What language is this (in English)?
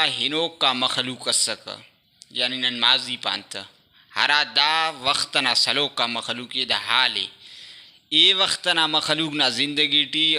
Brahui